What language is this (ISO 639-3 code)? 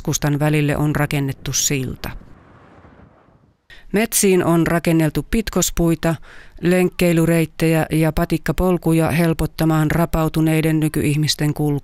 fin